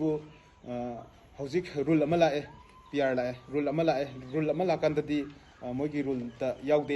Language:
Manipuri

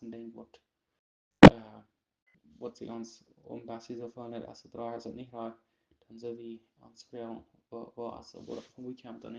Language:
Plautdietsch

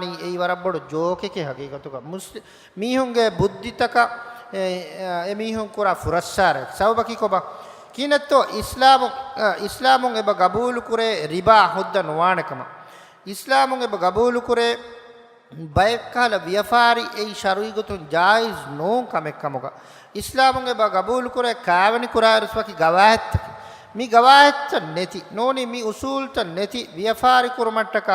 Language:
Divehi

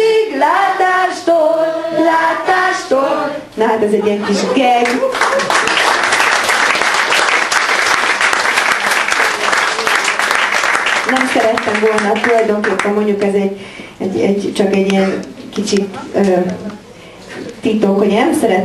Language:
Hungarian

